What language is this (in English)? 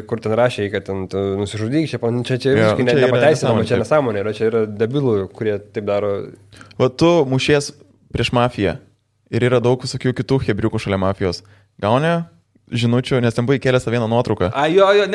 Lithuanian